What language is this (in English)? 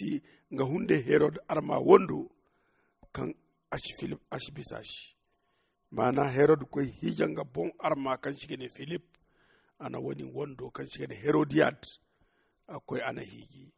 Zarma